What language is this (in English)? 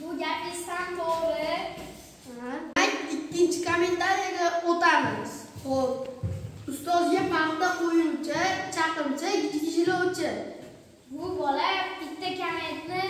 Uzbek